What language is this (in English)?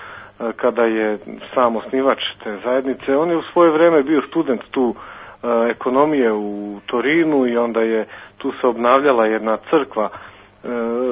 Serbian